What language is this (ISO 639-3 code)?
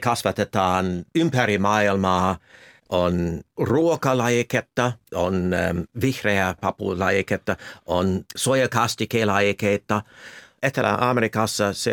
fin